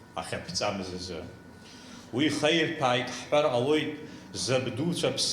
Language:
Abkhazian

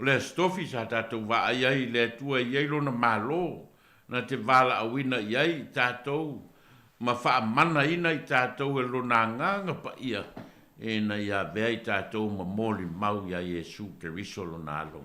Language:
Samoan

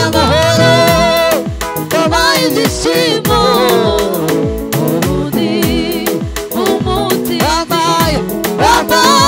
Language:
Kinyarwanda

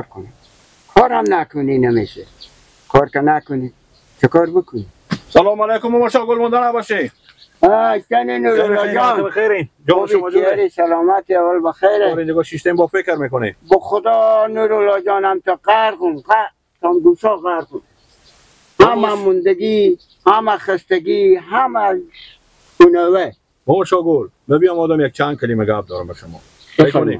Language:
Persian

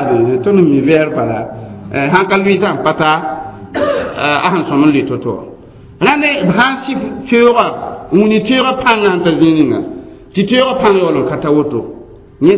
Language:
Mossi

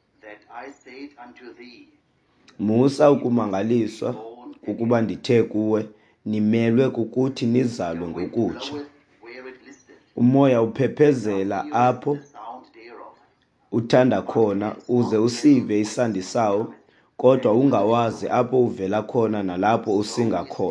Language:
Xhosa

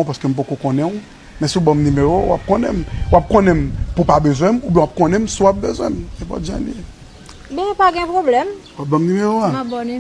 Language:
Haitian Creole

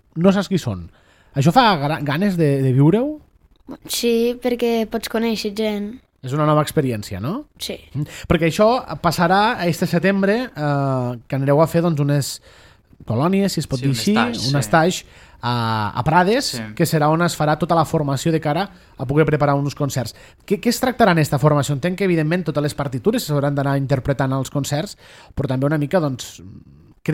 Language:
Catalan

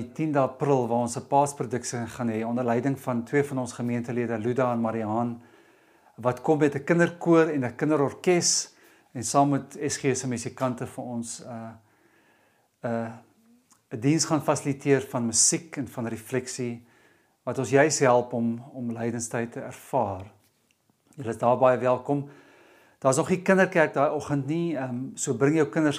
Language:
Afrikaans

